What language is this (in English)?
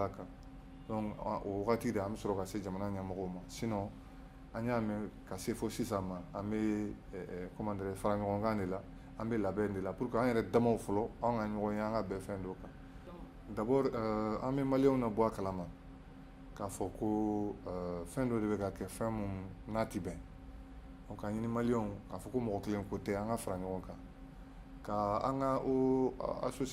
Bambara